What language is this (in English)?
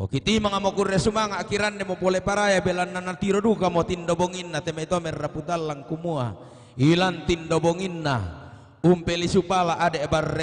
Toraja-Sa'dan